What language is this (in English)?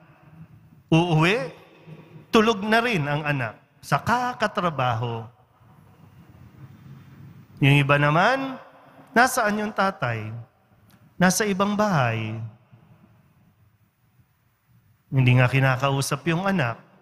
Filipino